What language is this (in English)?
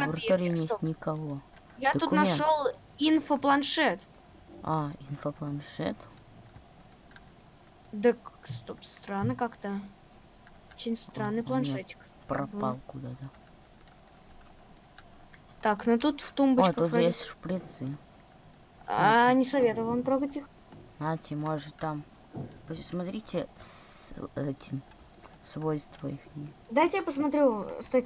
Russian